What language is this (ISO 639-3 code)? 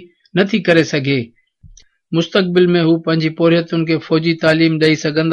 snd